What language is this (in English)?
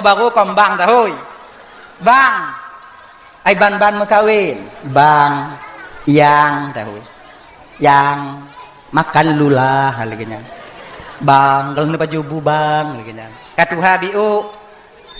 Achinese